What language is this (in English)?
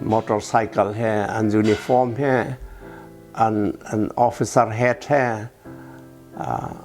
Hakha Chin